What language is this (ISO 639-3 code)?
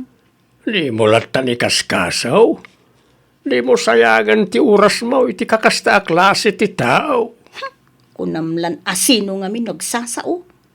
ilo